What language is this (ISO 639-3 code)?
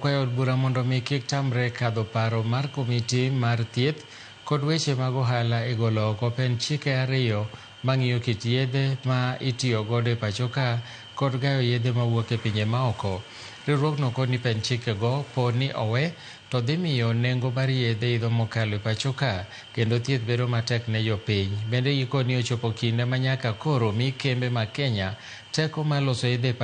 luo